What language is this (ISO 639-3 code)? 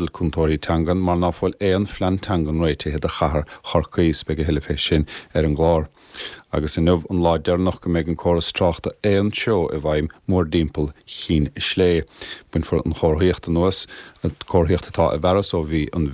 gle